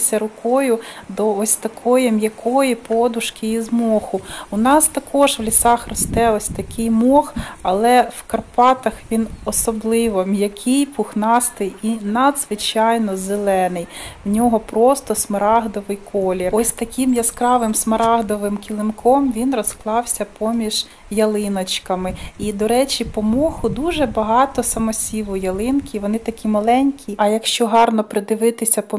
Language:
Ukrainian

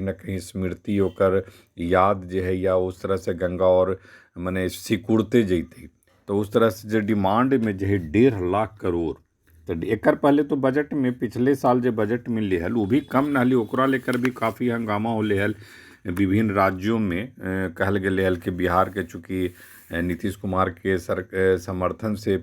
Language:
Magahi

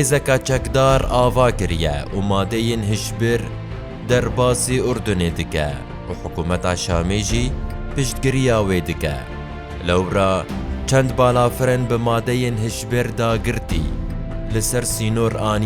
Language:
Kurdish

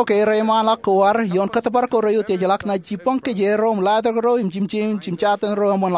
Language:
Marshallese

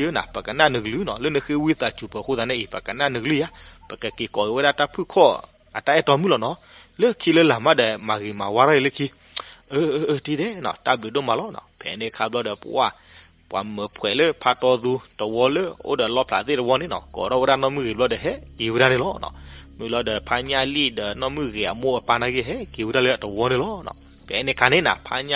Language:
S'gaw Karen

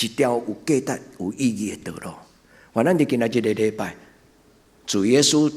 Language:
Min Nan Chinese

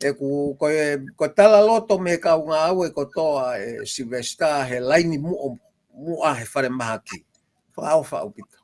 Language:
Tongan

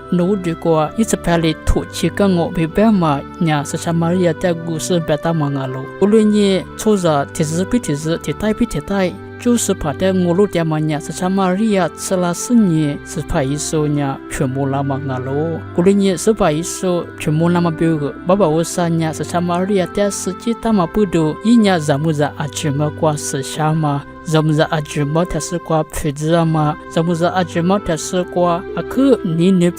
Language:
Lisu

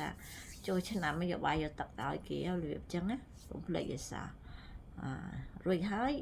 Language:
Khmer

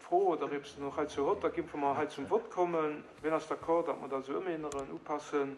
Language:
Luxembourgish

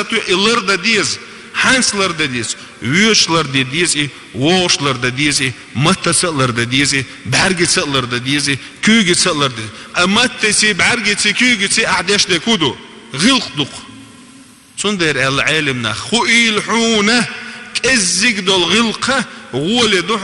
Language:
Chechen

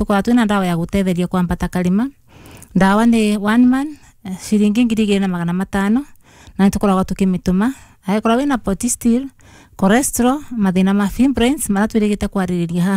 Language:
Kikuyu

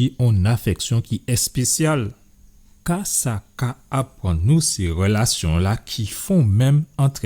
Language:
Guadeloupean Creole French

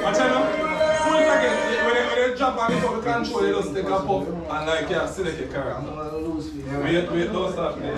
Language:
Jamaican Creole English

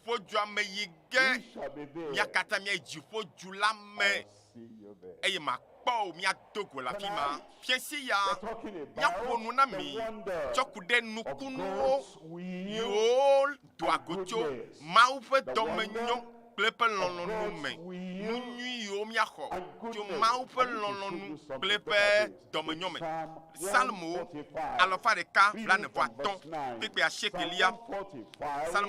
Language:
Ewe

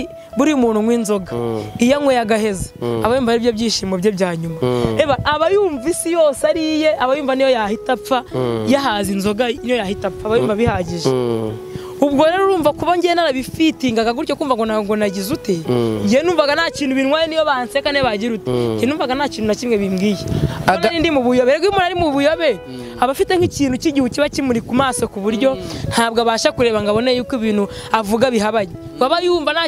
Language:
Kinyarwanda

